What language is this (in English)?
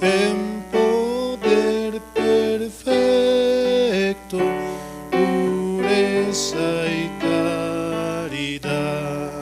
South Bolivian Quechua